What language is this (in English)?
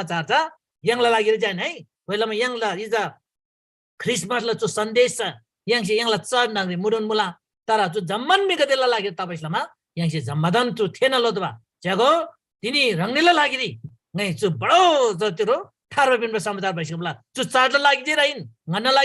Eastern Tamang